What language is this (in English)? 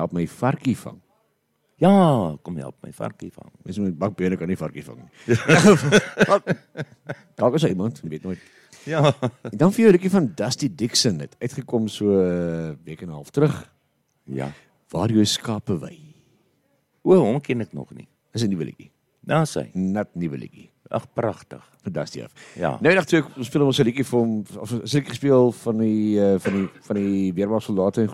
Afrikaans